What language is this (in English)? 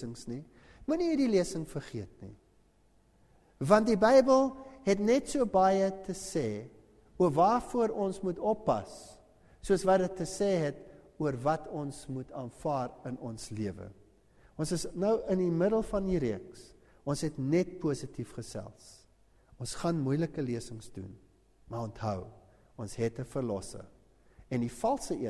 Afrikaans